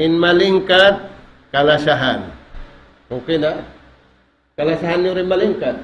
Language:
Tausug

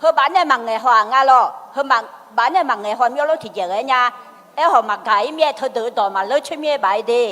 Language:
Akha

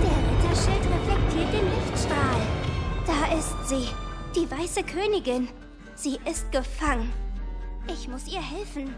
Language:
Swiss German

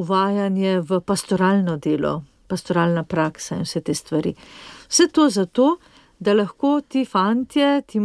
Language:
Slovenian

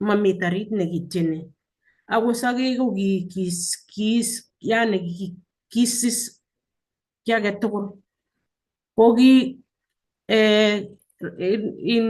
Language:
Kalenjin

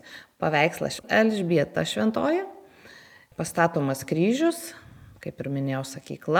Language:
Lithuanian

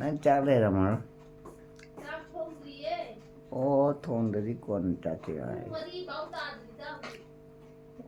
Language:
Manipuri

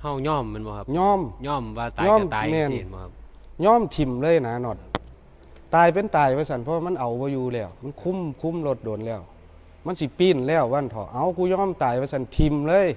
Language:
Northeastern Thai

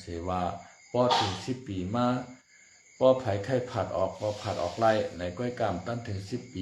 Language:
Shan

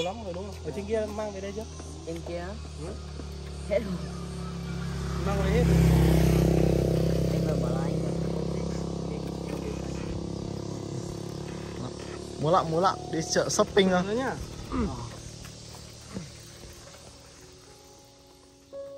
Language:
Vietnamese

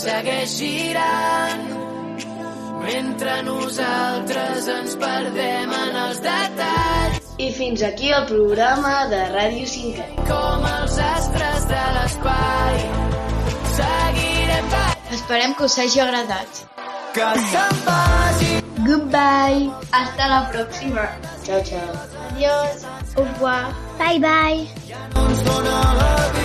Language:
Catalan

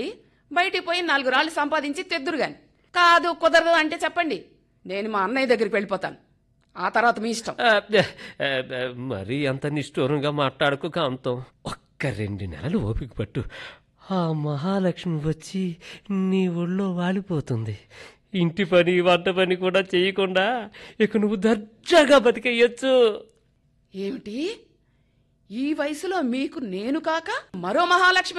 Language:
Telugu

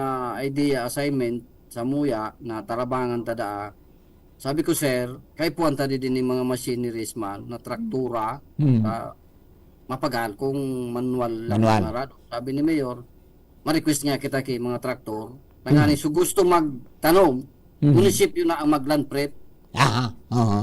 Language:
Bikol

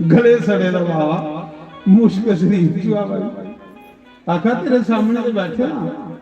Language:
Dogri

